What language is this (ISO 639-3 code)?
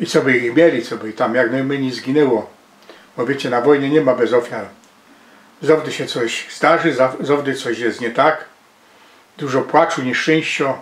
szl